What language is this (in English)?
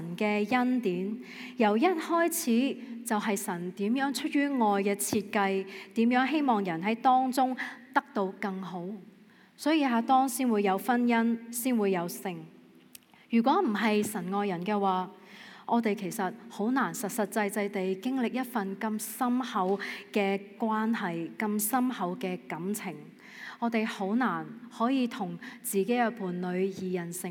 Cantonese